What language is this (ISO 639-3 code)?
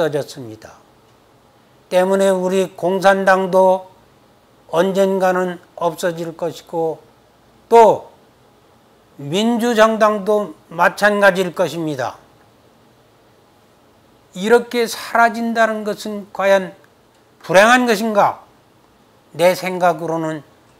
kor